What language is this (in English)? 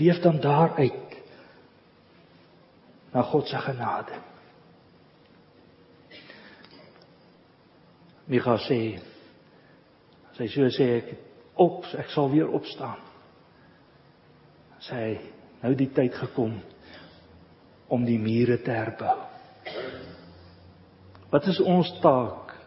Afrikaans